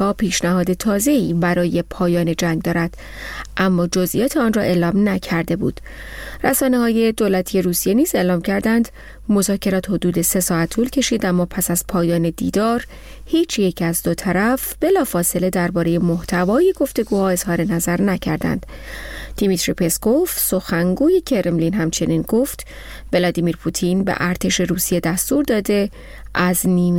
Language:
Persian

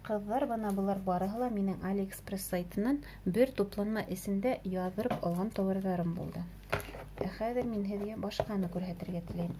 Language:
Bashkir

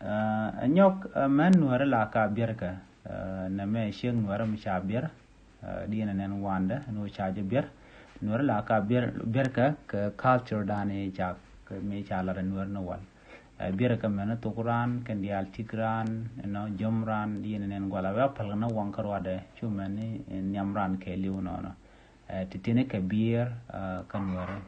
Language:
Nuer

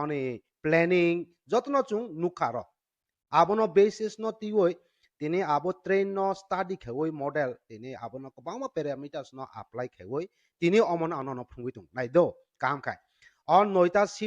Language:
Kok Borok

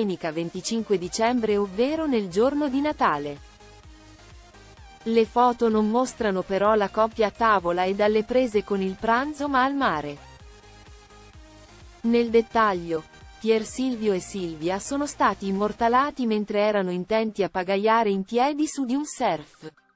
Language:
Italian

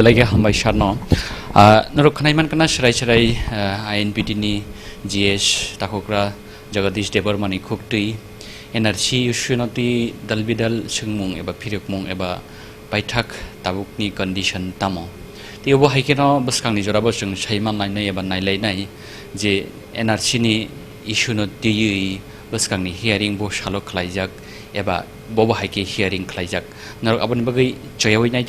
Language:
Kok Borok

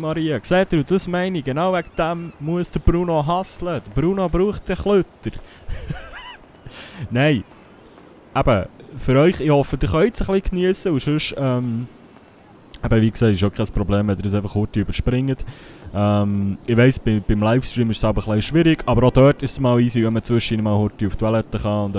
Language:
Swiss German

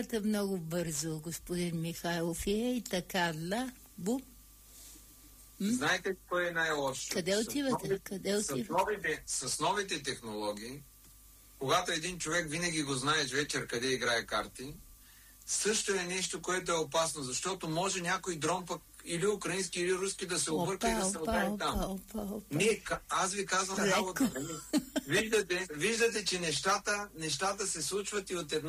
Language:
Bulgarian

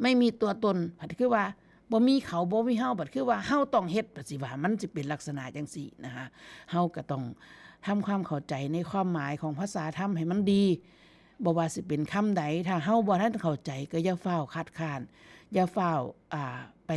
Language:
Northeastern Thai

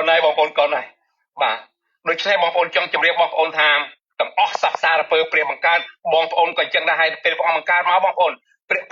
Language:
Khmer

